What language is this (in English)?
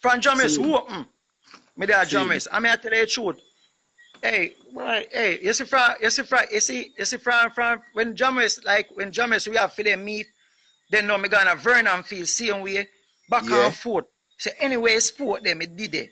Jamaican Creole English